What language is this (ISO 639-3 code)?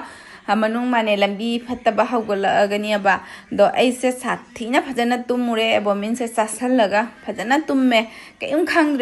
mni